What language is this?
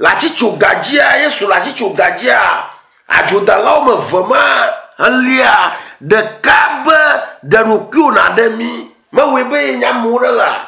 Ewe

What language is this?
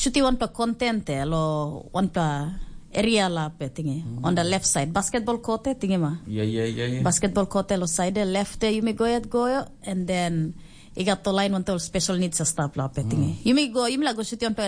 Tok Pisin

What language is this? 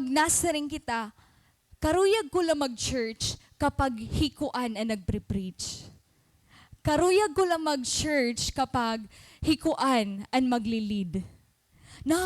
Waray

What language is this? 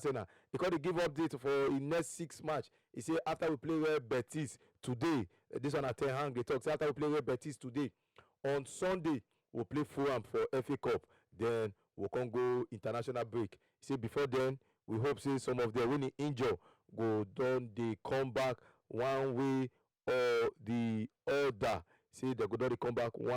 Nigerian Pidgin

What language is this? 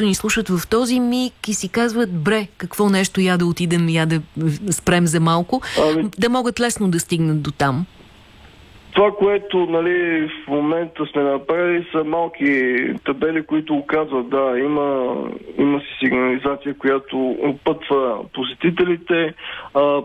Bulgarian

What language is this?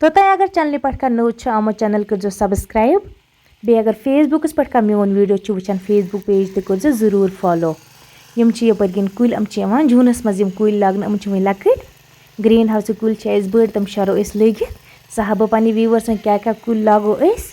Kashmiri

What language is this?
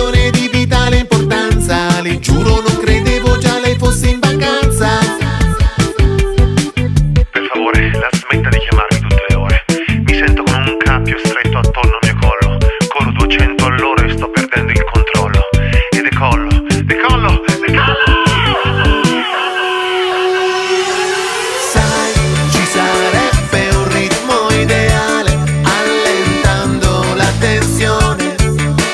Italian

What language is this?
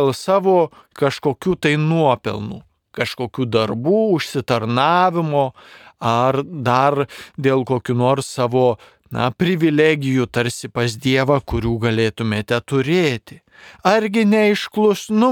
Lithuanian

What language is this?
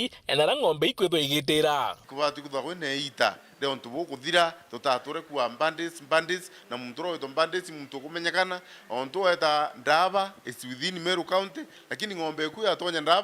Meru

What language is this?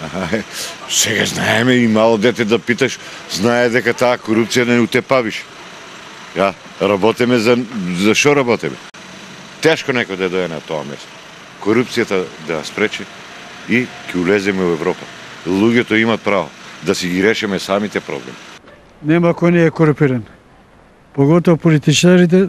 Macedonian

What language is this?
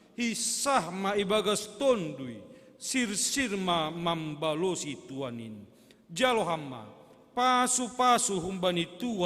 Batak Simalungun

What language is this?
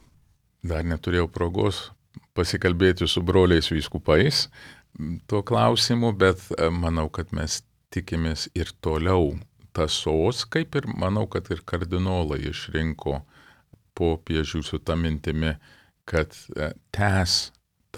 Lithuanian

